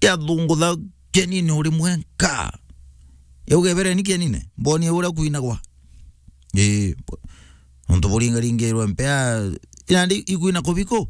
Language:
Meru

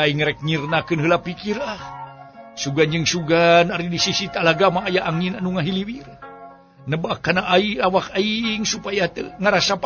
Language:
Sundanese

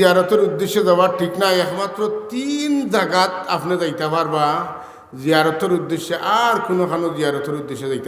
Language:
Sylheti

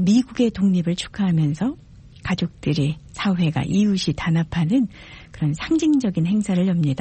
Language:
Korean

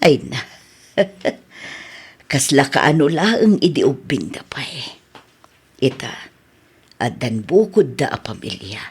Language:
Iloko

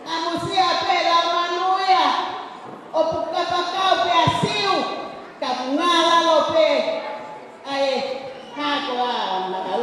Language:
Tongan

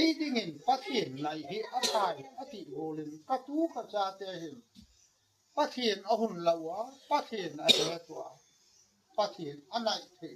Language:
Gangte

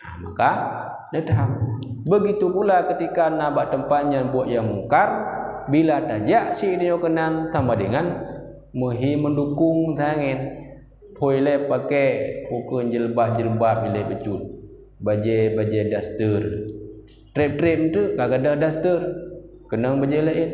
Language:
Achinese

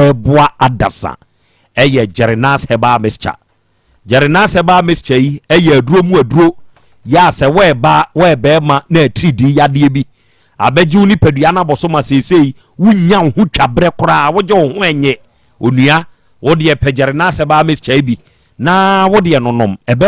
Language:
Akan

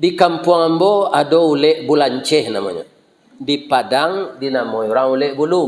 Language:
Minangkabau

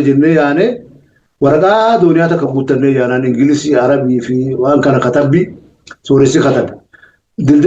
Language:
Oromo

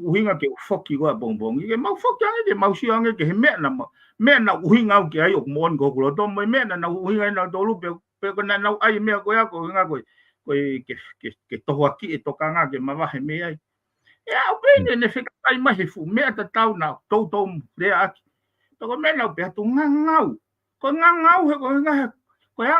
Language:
Tongan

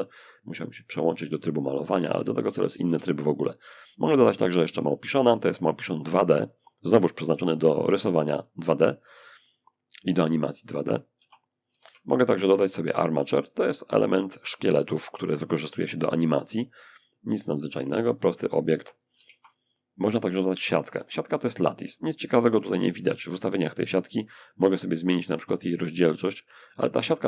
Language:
Polish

